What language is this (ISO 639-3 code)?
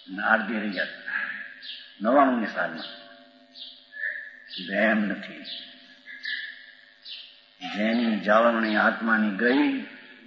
guj